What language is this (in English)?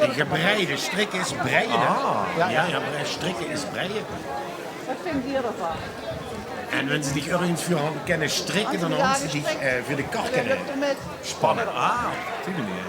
Limburgish